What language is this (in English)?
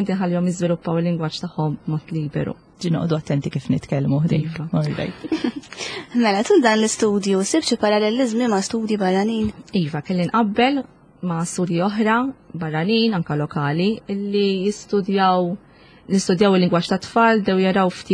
Maltese